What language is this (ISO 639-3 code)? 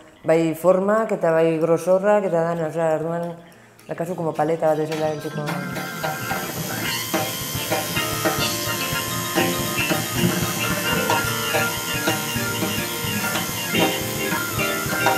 eus